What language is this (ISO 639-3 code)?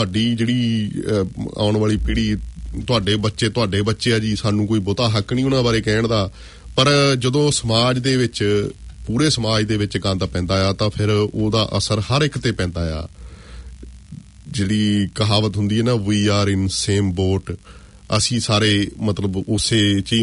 pan